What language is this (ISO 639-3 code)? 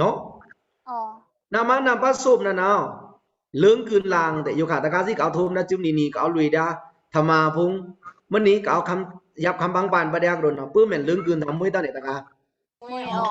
blk